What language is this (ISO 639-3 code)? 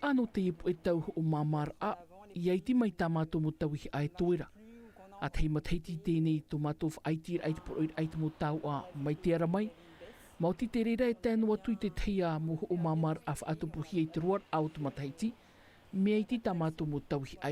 tah